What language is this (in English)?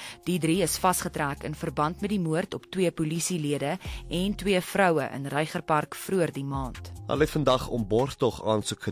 Afrikaans